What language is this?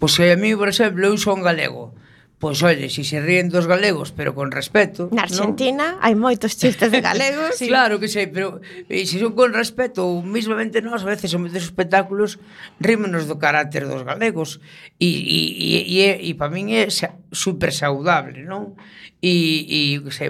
Galician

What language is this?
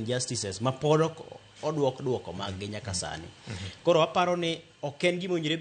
Luo (Kenya and Tanzania)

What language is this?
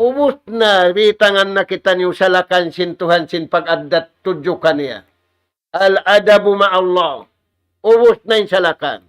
Tausug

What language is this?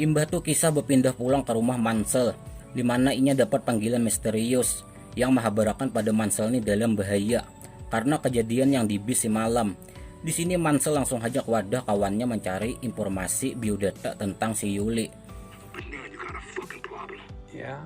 Banjar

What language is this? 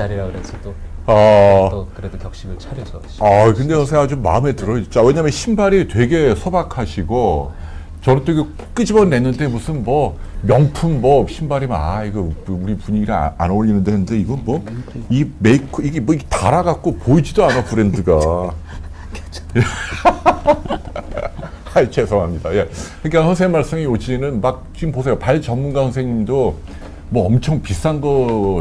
Korean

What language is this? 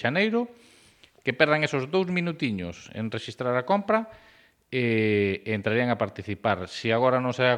Galician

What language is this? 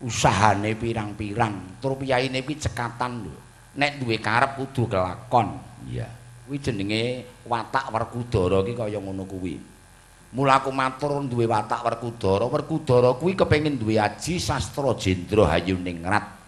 Javanese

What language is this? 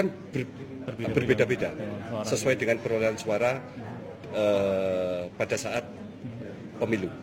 Indonesian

